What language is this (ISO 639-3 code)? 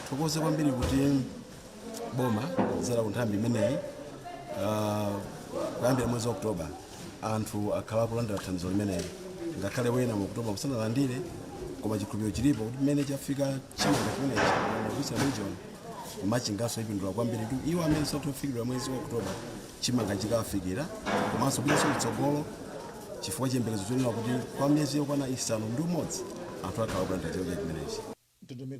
nya